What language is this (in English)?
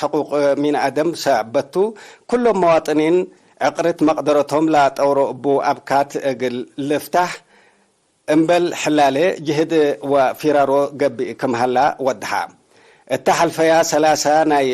Tigre